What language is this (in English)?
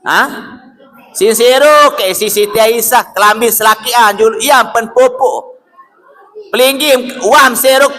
Sasak